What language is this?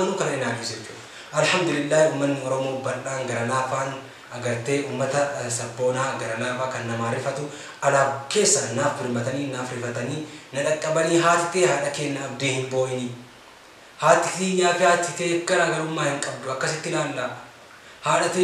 Oromo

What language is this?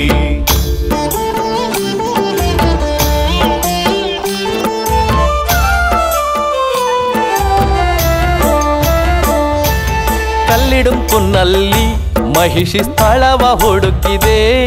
Kannada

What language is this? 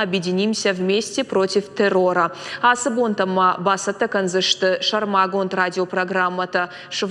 Ossetic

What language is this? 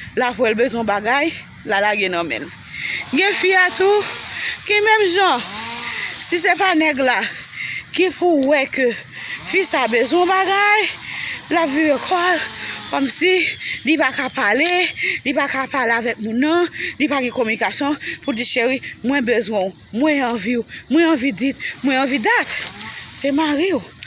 Haitian Creole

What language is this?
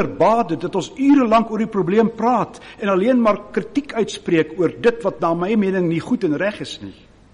Afrikaans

